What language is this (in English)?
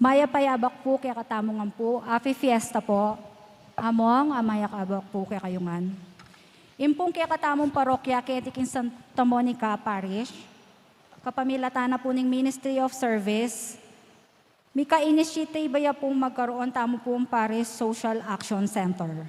Pampanga